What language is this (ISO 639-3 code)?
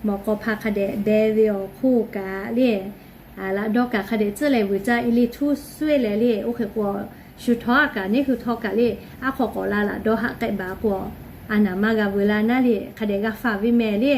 lhu